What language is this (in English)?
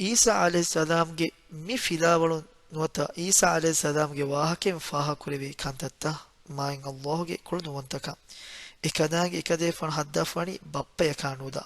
Divehi